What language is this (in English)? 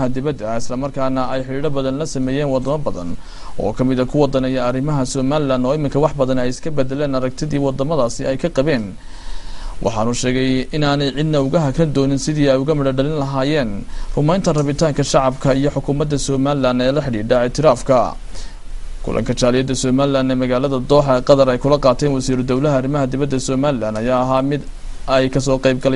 Somali